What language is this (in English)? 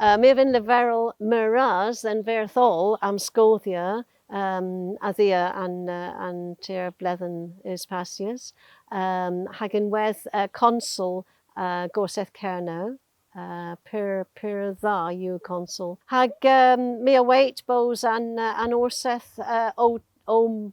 Cornish